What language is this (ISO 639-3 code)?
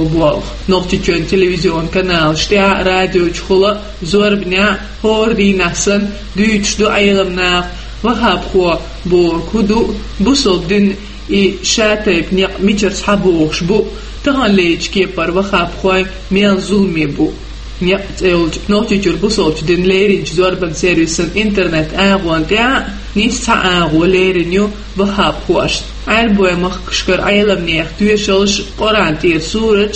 che